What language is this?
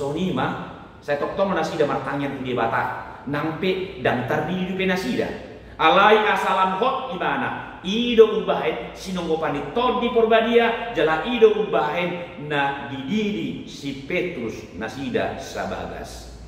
Batak Toba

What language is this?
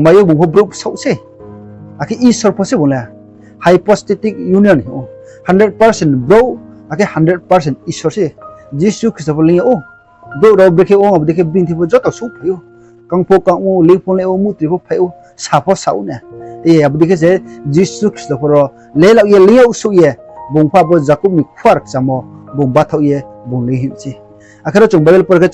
Riang (India)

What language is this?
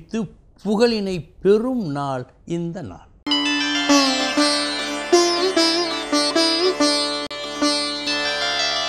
Tamil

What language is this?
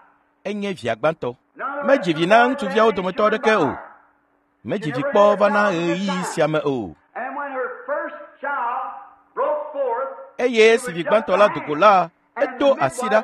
Ewe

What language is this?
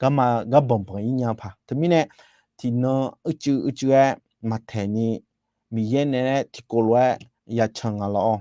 Akha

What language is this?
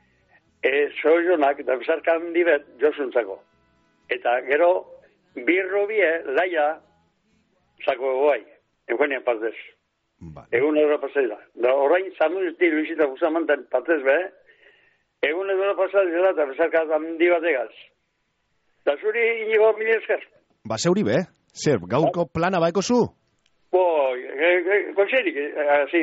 Basque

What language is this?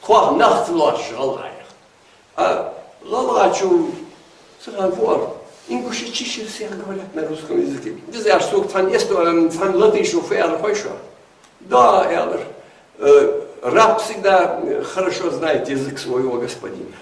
Ingush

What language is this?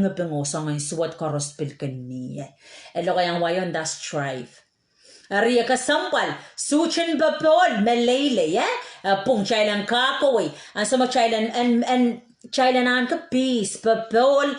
Pohnpeian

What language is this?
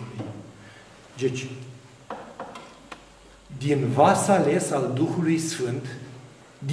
Romanian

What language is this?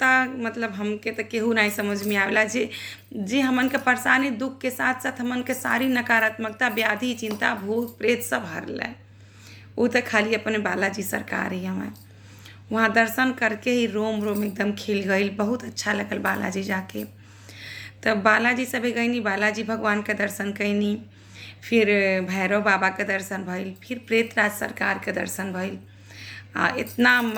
Bhojpuri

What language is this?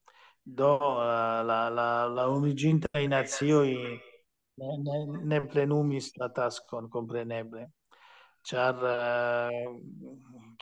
Esperanto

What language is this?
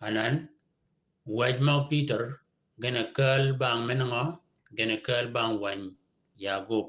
Shilluk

